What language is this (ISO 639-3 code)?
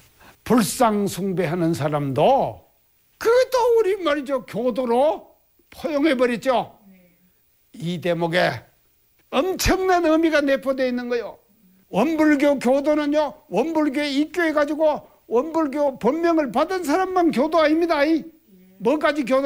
kor